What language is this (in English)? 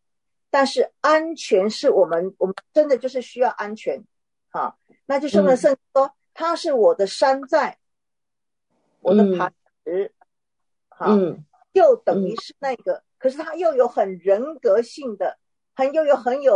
Chinese